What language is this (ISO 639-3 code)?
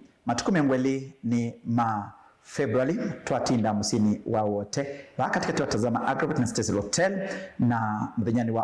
kam